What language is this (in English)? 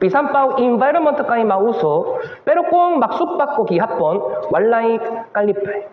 Cebuano